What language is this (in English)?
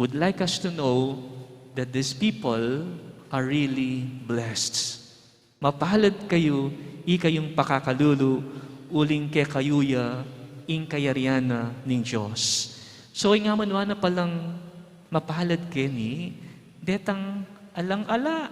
Pampanga